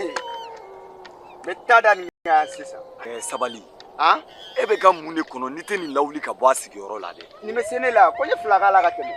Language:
Bambara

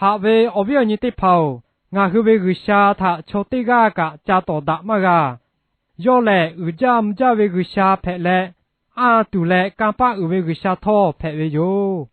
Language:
Lahu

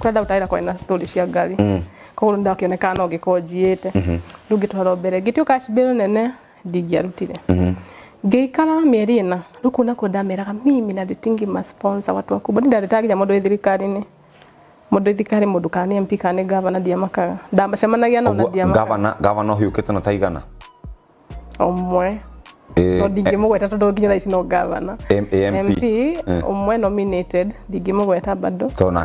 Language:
Kikuyu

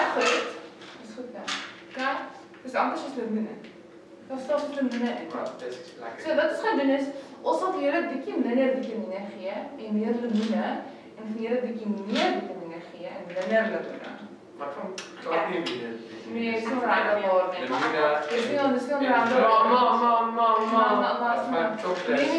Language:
Afrikaans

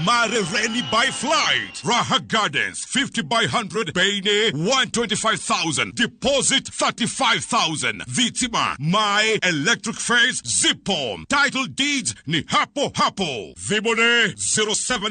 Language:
Kikuyu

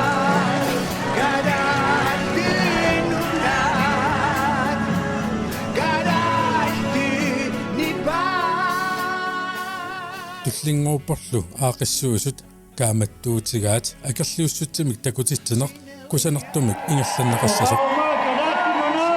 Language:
Kalaallisut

